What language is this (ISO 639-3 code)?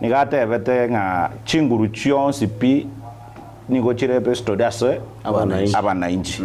guz